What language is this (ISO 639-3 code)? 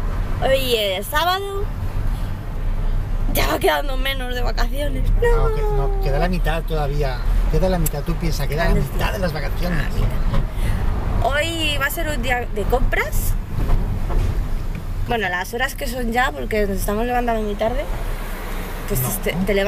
spa